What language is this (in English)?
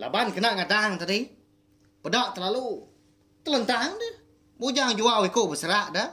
Iban